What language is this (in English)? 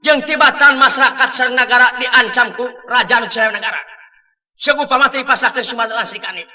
Sundanese